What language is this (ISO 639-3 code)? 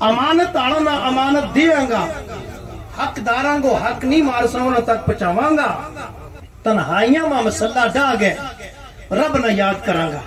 gju